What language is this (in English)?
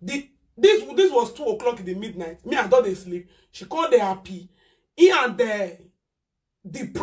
Nigerian Pidgin